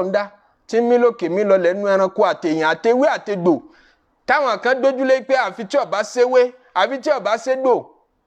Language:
Yoruba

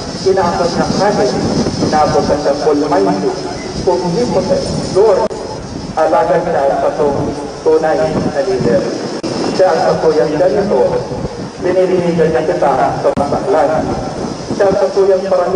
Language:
Bikol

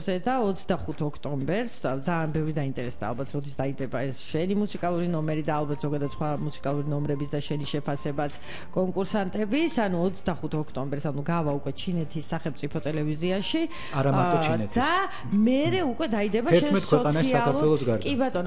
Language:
Georgian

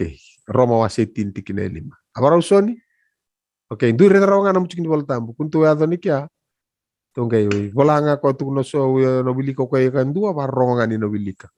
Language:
Fijian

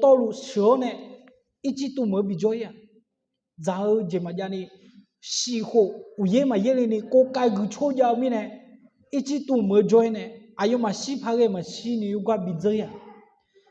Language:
Akha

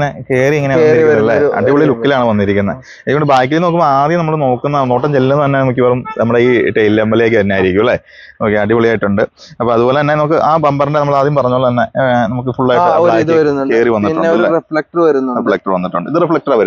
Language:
Malayalam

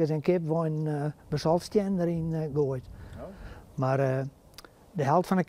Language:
Western Frisian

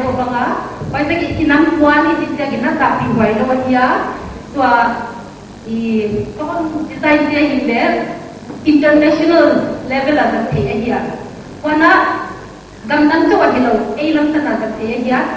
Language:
Paite Chin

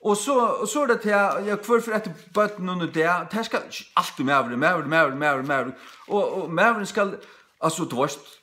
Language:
Faroese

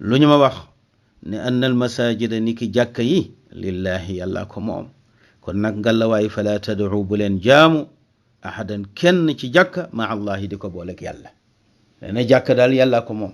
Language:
Wolof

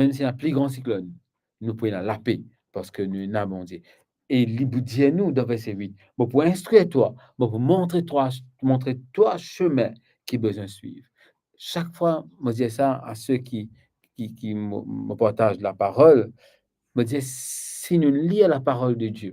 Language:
Morisyen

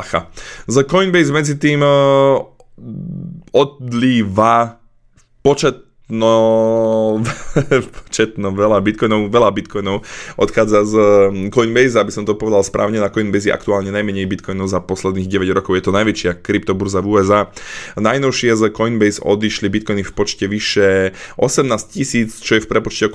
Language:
Slovak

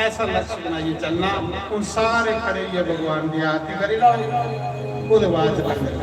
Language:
Dogri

